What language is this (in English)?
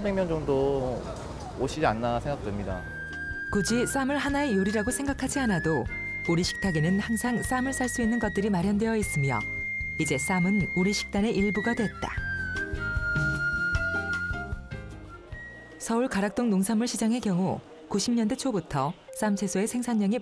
Korean